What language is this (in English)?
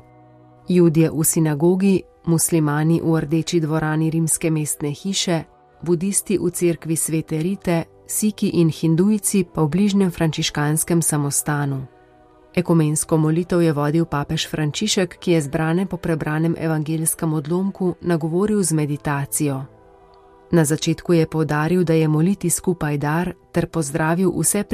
Slovenian